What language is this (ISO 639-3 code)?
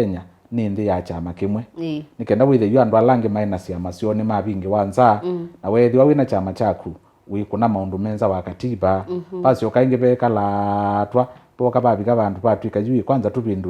kam